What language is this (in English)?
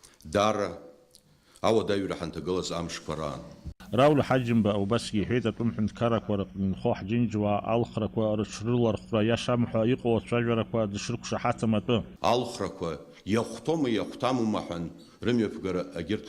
Abkhazian